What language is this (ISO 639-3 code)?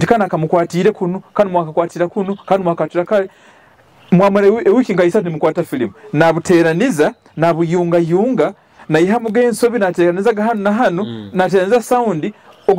nyo